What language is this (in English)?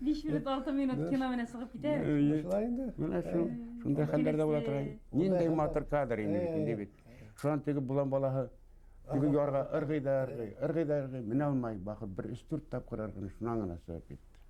Bashkir